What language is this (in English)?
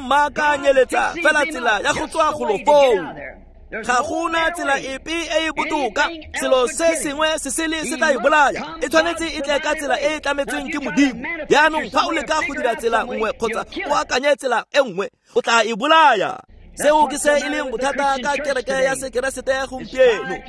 Tswana